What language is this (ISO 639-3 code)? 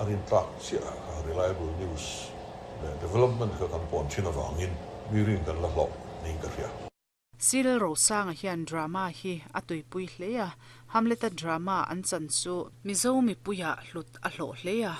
lus